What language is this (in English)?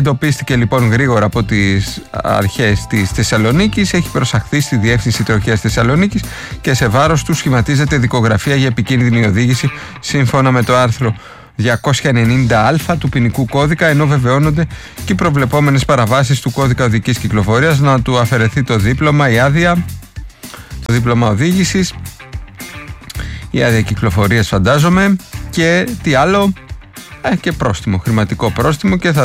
Greek